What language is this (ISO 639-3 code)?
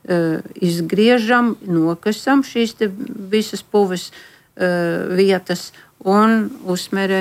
lav